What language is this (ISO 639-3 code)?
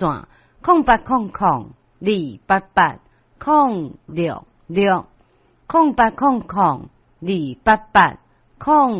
nan